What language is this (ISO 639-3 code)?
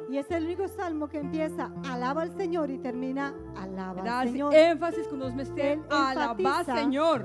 pap